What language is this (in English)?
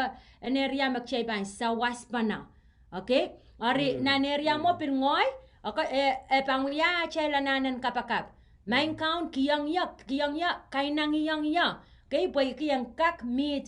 Pohnpeian